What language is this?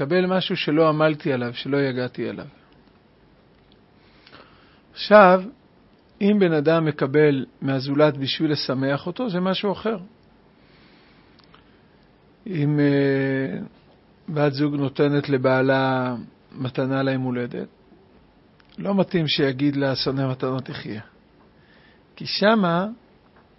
Hebrew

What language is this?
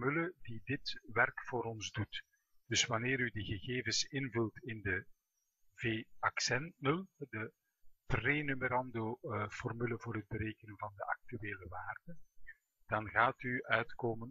Dutch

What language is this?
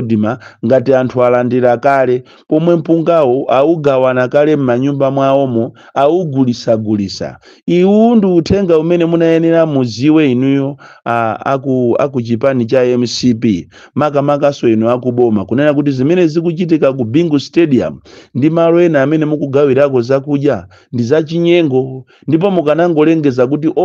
Nyanja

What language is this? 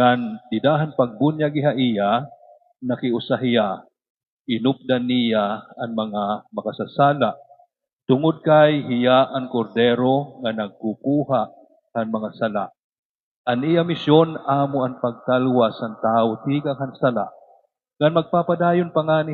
Waray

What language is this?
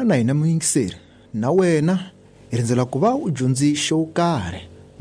Tsonga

